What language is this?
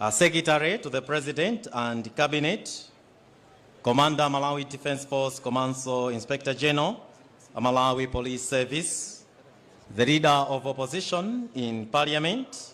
Nyanja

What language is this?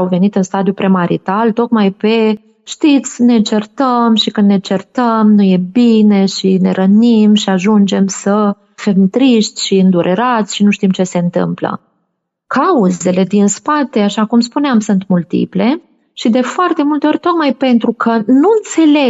Romanian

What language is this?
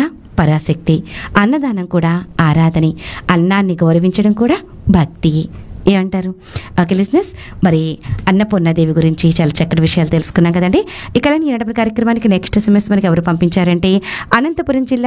Telugu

